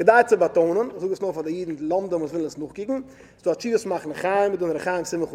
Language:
Yiddish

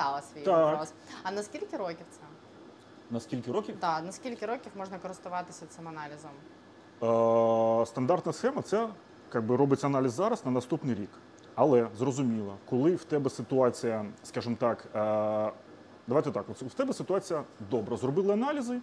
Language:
Ukrainian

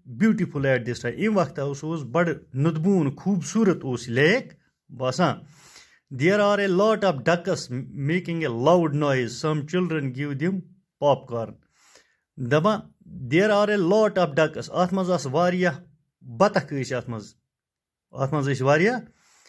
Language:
Kashmiri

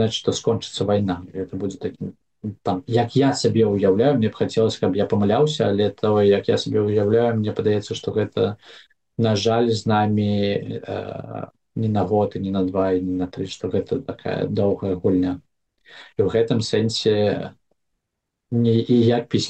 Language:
Belarusian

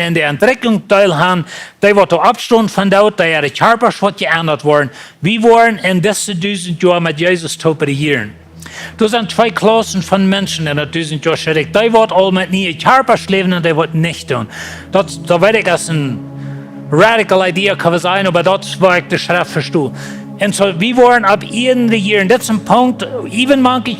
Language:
Plautdietsch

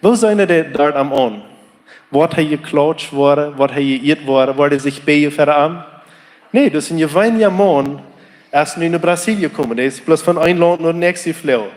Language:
Plautdietsch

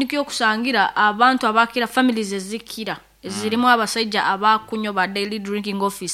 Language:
Nyoro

